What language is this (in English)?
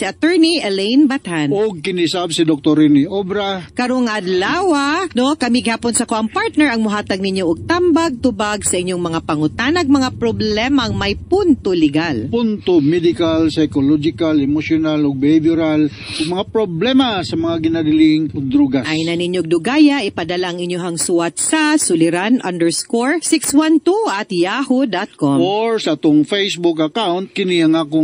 Cebuano